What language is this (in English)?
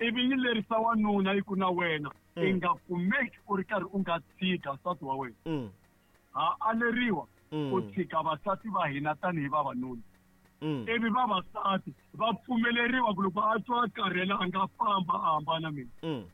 Tsonga